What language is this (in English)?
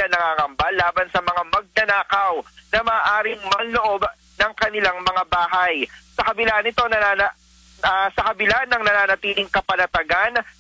Filipino